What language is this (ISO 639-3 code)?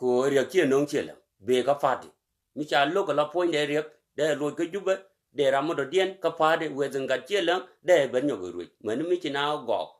nus